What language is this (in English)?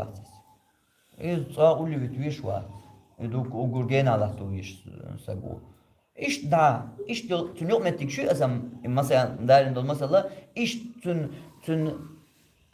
Chechen